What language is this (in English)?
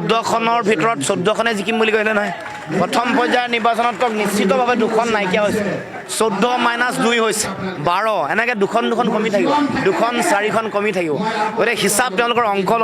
Assamese